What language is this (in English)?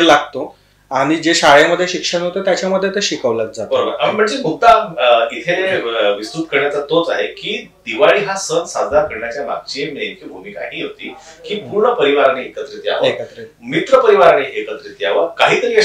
Marathi